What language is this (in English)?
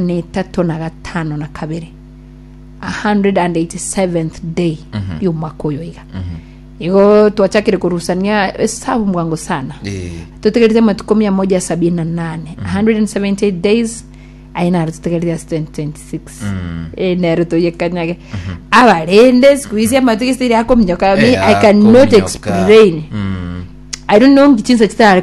Gusii